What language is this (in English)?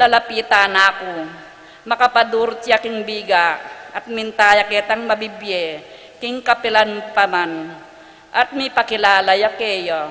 Pampanga